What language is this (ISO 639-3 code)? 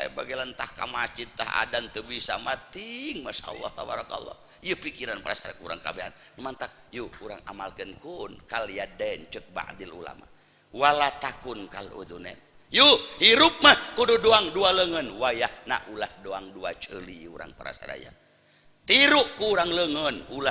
sun